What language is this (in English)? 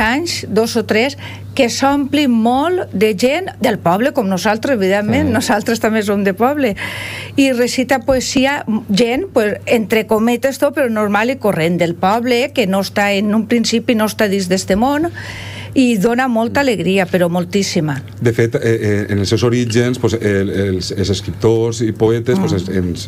Catalan